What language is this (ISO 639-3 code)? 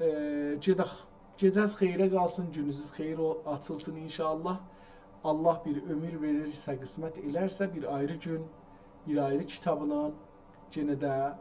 azb